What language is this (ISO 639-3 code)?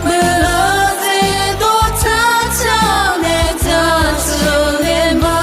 ahk